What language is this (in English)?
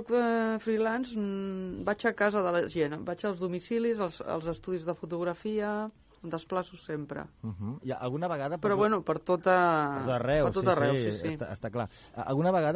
Catalan